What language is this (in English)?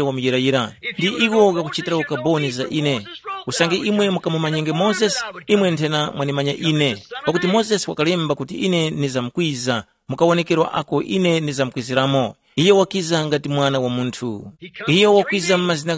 Tumbuka